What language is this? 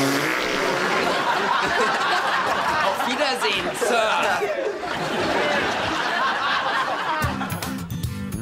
German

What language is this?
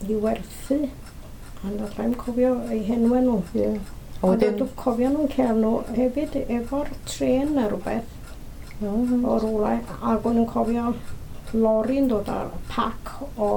Welsh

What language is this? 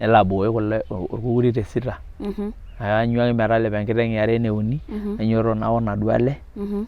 Masai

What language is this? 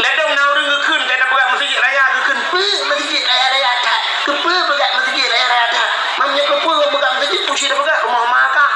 Achinese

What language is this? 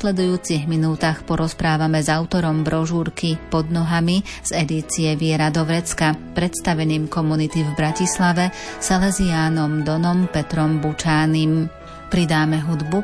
Slovak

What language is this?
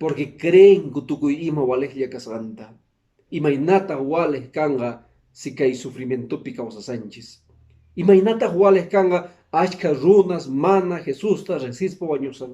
Quechua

